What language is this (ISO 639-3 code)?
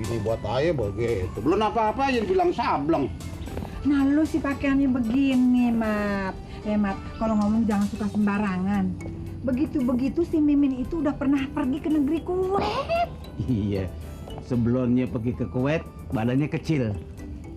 bew